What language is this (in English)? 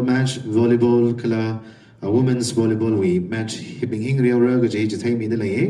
Tangkhul Naga (India)